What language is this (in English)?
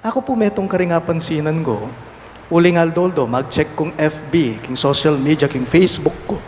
Pampanga